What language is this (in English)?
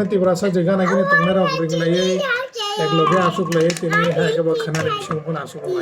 Kok Borok